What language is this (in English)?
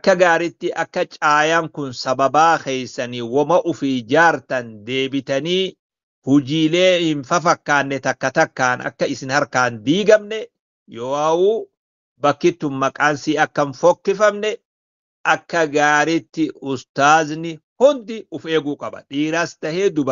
Oromo